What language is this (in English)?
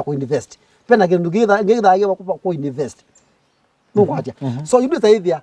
Kamba